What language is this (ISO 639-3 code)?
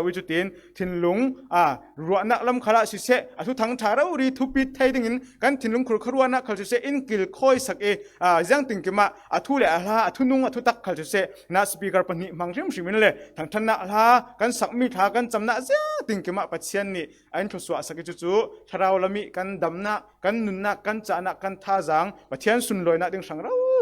cfm